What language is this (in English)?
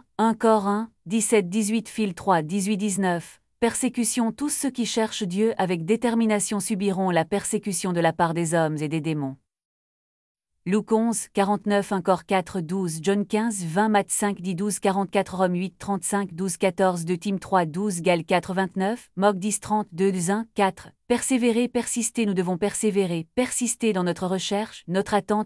French